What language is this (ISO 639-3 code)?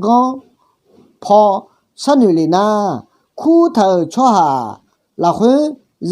ahk